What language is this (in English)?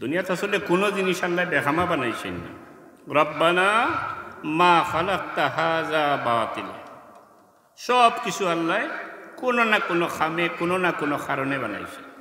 Sylheti